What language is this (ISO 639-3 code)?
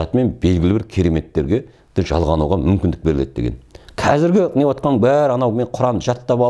kaz